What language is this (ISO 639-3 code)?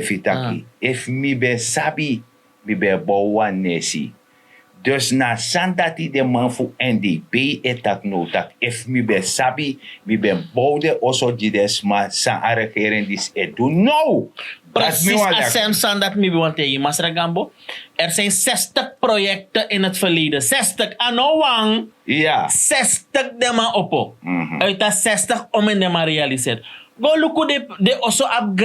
srn